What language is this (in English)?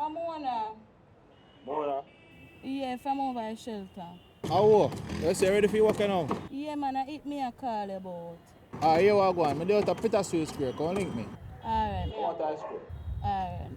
Jamaican Creole English